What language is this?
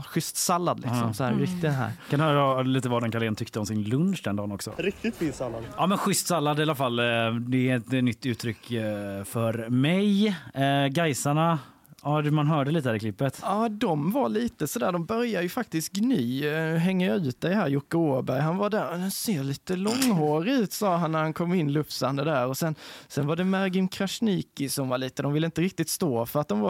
Swedish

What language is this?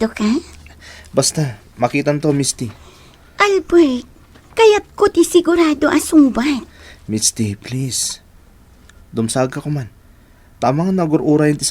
Iloko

